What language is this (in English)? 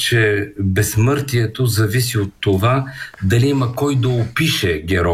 Bulgarian